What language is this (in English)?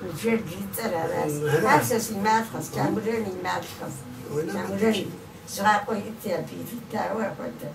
Kabardian